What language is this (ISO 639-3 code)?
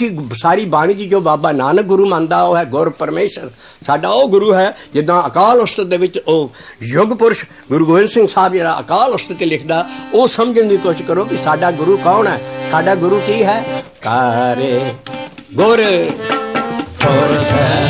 pan